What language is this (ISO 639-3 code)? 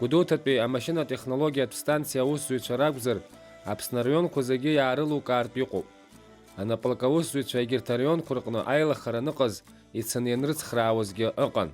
abk